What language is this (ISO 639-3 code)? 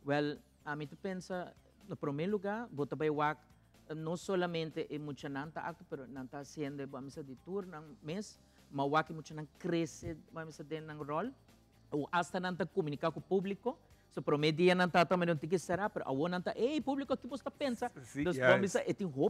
pap